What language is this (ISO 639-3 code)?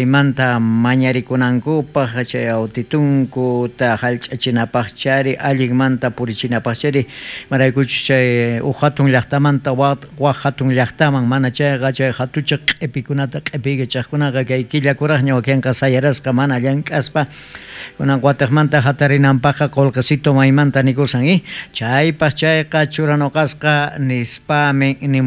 quh